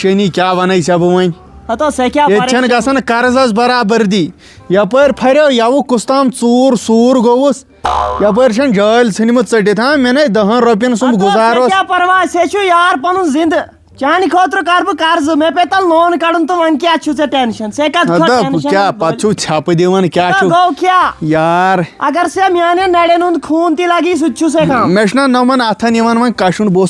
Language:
Kashmiri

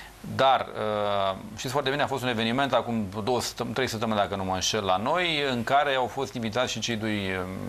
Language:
Romanian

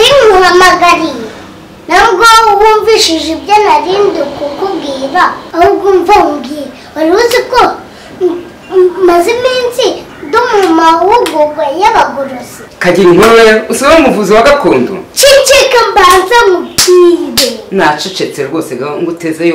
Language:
Kinyarwanda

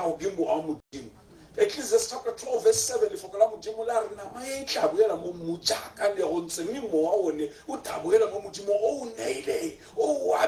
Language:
Tswana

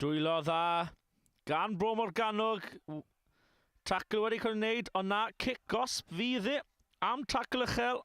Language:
Welsh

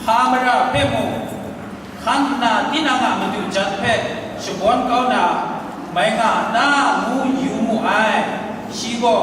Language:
Kachin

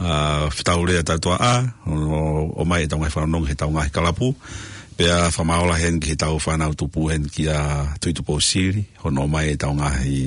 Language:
Tongan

